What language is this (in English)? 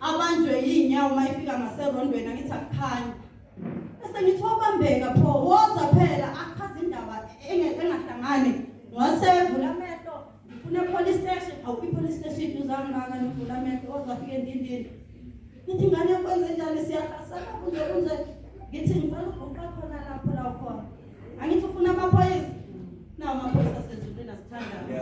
Zulu